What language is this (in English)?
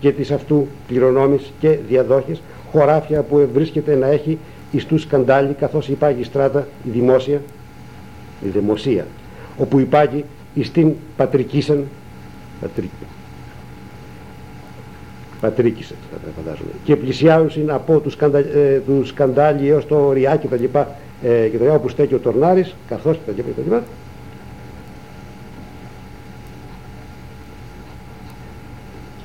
Greek